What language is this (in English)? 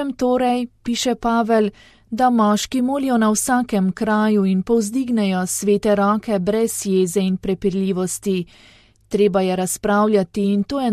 Slovenian